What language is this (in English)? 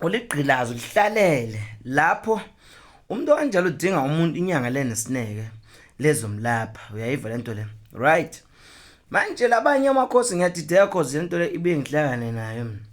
Zulu